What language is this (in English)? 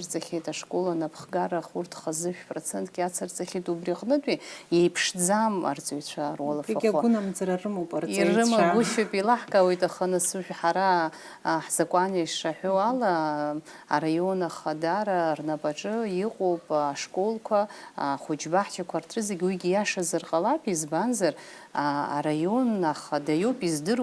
Abkhazian